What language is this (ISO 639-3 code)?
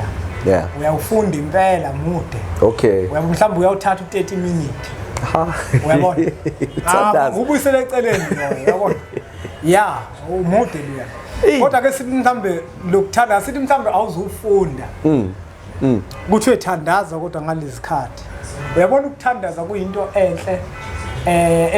zul